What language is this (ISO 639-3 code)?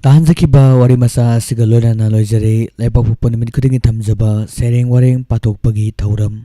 mni